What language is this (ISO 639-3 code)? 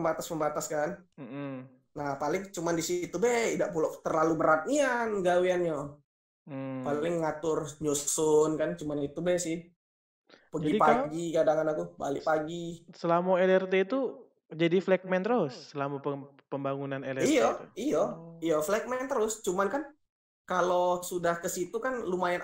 mui